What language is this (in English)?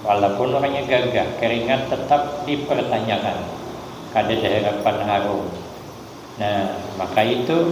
Banjar